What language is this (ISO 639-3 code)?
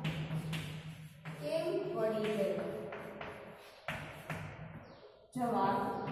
guj